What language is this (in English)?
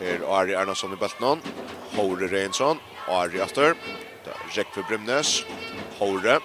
Faroese